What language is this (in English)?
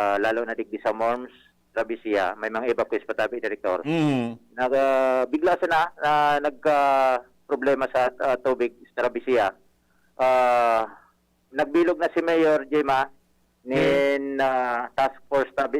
Bikol